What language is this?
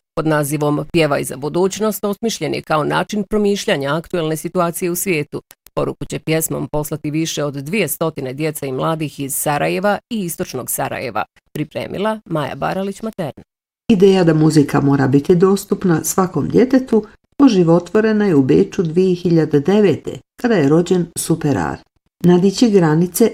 Bosnian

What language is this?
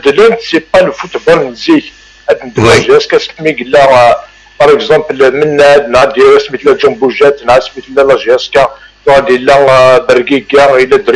Kabyle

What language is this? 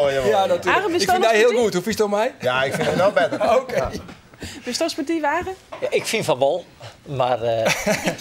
Western Frisian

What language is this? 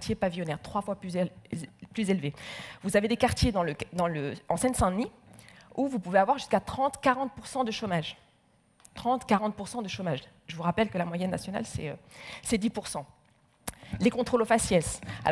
French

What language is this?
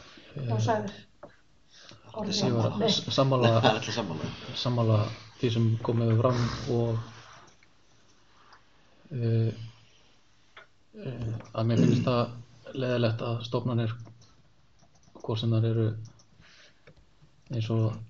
Icelandic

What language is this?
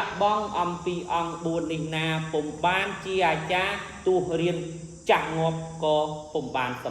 Khmer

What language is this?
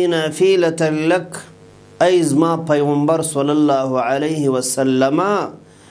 Pashto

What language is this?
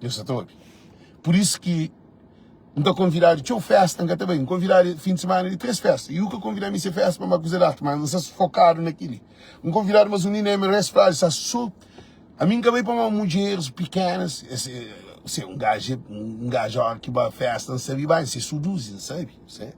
Kabuverdianu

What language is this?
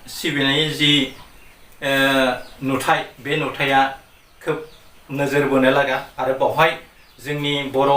Bodo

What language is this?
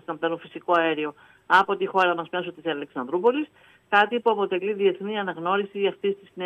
Greek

